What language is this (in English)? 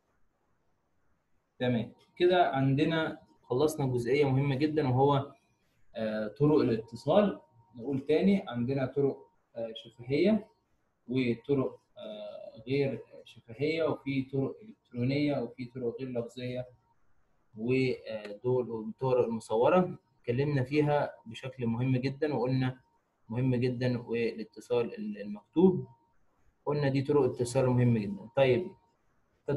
Egyptian Arabic